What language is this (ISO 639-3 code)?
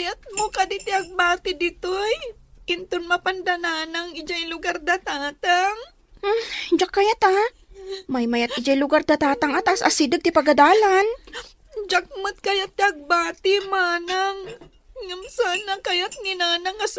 ilo